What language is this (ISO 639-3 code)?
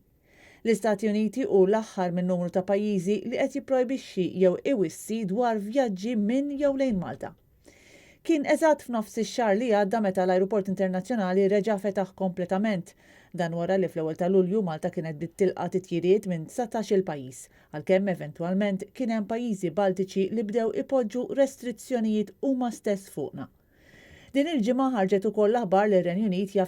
mlt